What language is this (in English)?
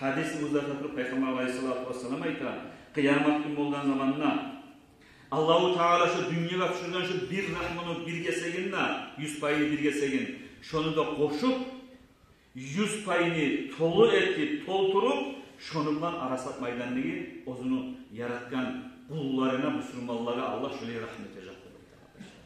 Kumyk